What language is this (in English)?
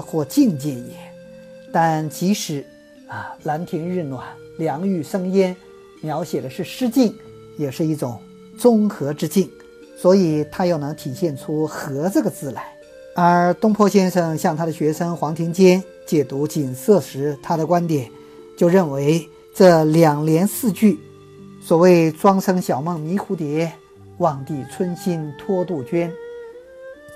Chinese